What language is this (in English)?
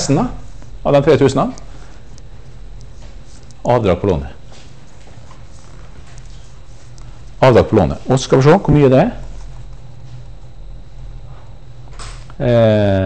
Norwegian